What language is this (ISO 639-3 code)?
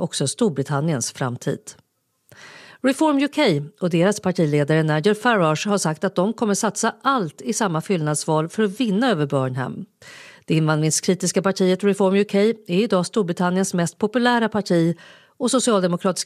swe